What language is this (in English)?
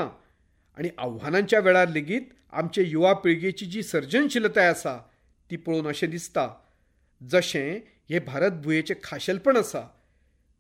Konkani